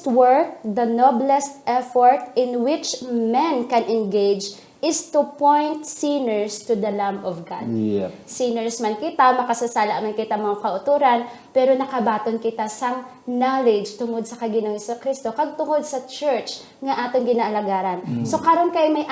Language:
Hiligaynon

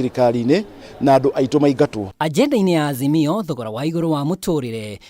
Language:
Kikuyu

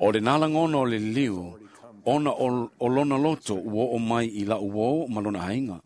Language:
Samoan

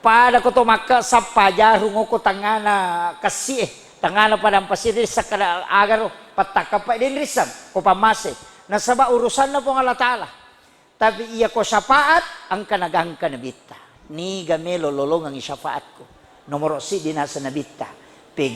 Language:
Buginese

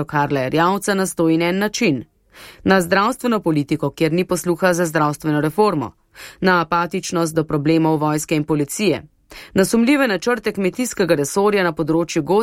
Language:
Slovenian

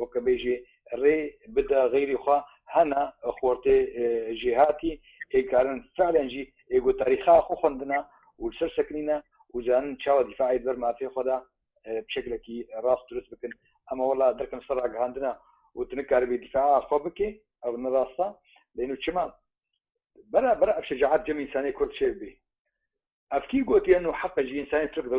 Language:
Kurdish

